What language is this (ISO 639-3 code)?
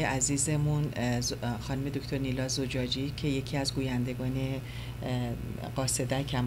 fas